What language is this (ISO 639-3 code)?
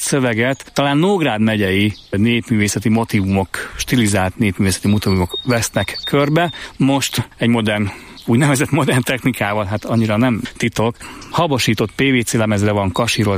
hun